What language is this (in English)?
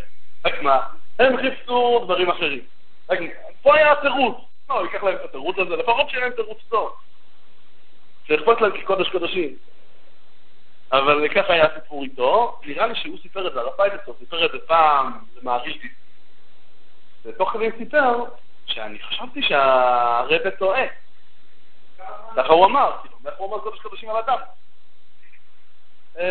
Hebrew